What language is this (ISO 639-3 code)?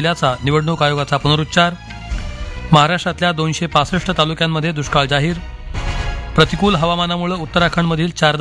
mar